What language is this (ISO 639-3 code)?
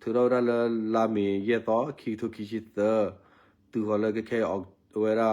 ksw